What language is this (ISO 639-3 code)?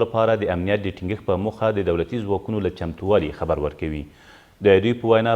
pus